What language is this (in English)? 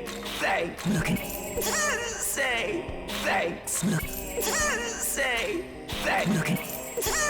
Welsh